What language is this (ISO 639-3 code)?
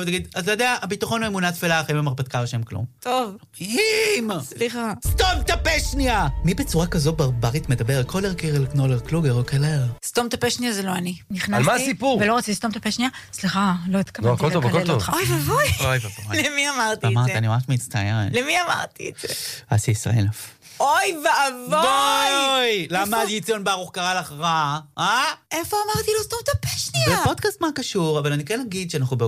heb